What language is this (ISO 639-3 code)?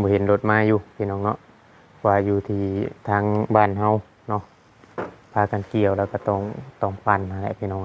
tts